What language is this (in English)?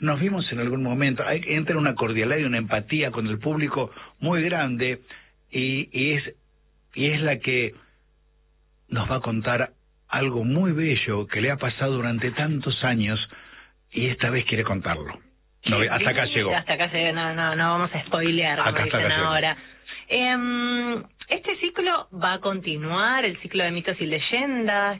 Spanish